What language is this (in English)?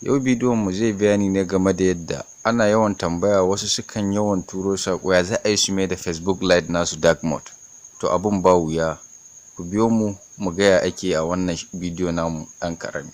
Hausa